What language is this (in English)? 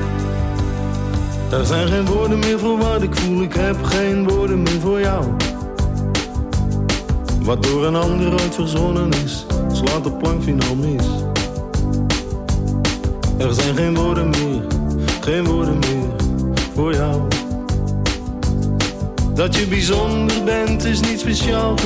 Dutch